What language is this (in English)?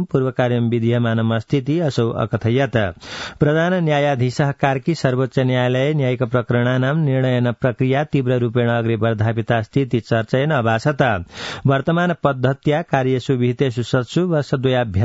Sanskrit